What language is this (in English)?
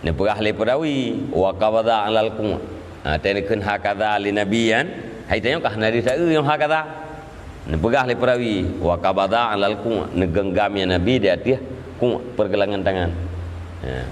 Achinese